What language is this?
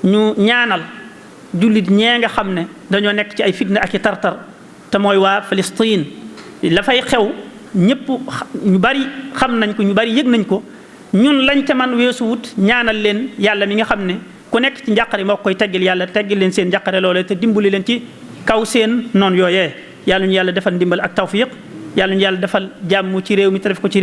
Wolof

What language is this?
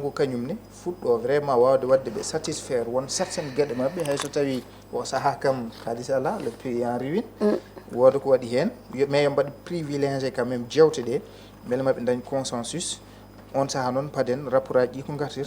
Fula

